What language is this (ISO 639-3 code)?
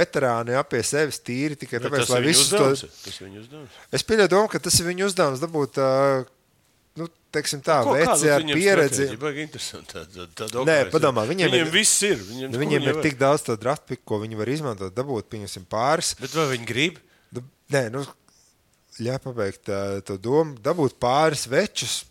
lav